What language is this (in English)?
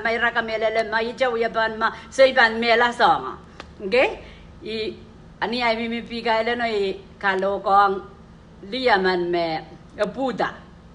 Pohnpeian